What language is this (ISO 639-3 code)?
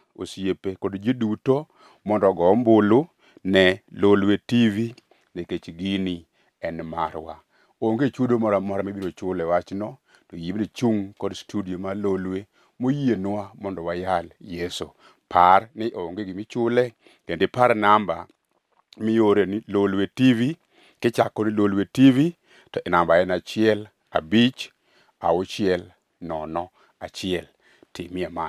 luo